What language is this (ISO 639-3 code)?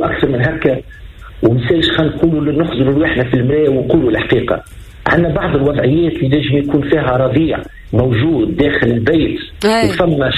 aeb